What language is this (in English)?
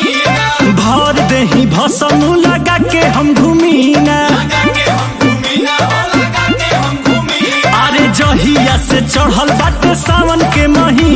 Bhojpuri